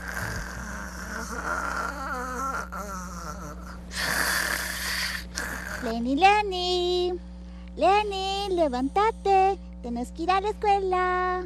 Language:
Spanish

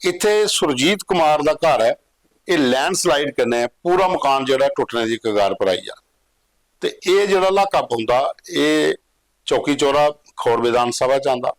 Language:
Dogri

